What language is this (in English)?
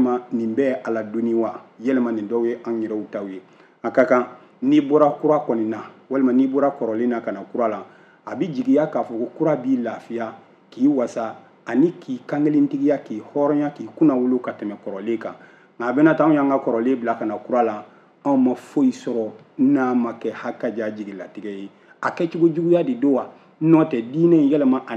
Bambara